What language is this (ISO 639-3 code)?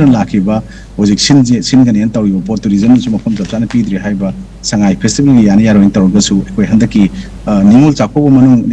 mni